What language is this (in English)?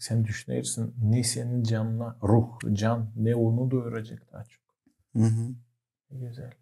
Gagauz